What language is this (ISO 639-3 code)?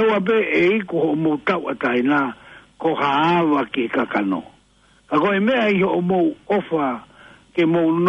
ton